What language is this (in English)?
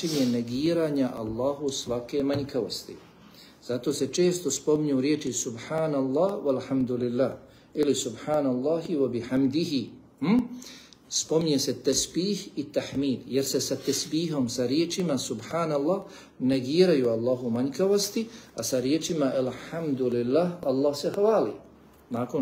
Bosnian